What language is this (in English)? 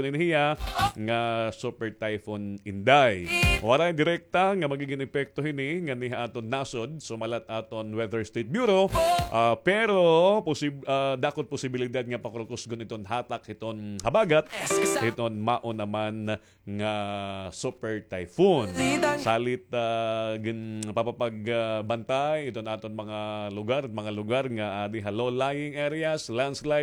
Waray